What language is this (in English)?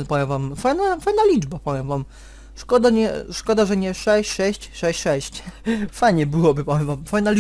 Polish